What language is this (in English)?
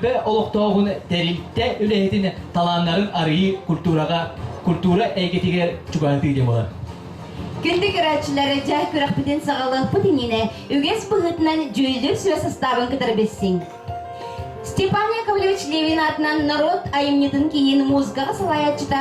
Yakut